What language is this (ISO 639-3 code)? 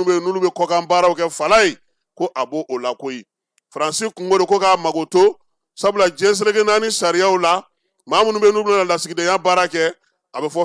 bam